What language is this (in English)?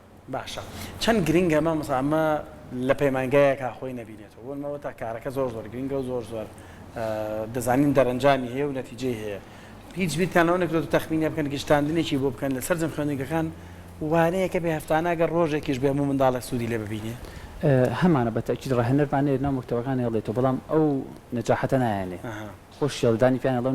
Central Kurdish